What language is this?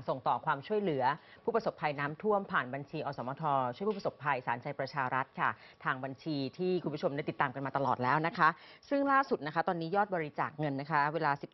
Thai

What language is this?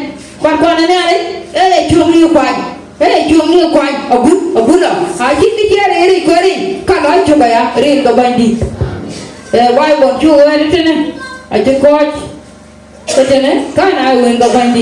Dinka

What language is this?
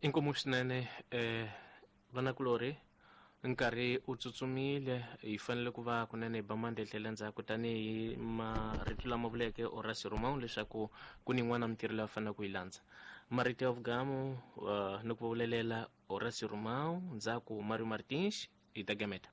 Tsonga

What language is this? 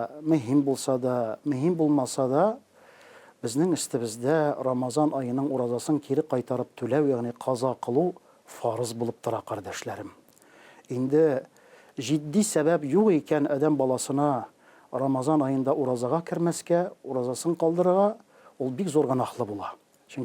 Tatar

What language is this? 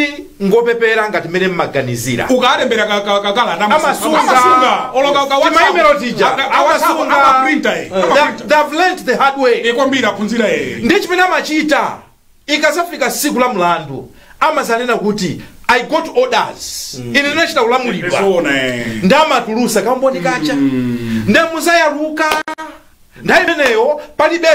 Nyanja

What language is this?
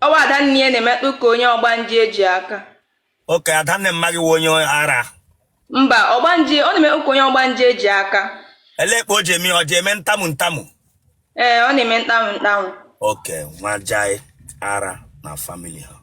Igbo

